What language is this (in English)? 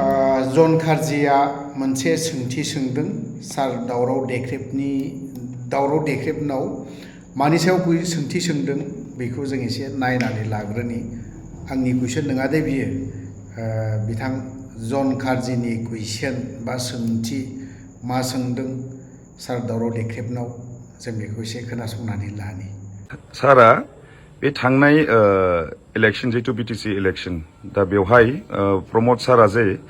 Bodo